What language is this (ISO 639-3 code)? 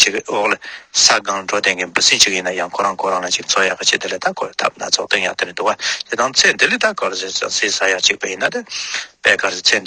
bod